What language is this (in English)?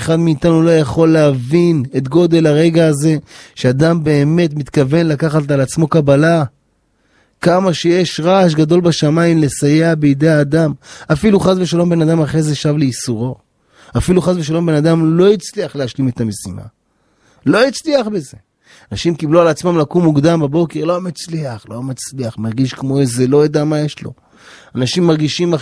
Hebrew